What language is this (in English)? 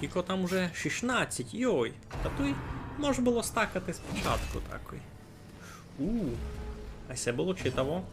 Rusyn